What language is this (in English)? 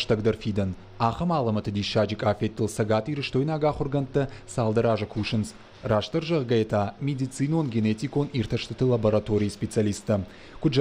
Ossetic